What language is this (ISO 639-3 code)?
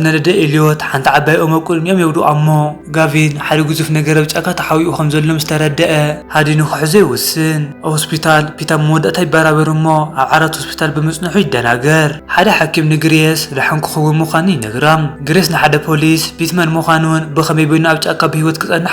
tir